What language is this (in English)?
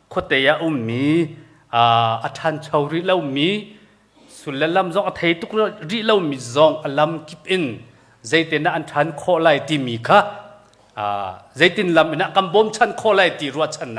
Hakha Chin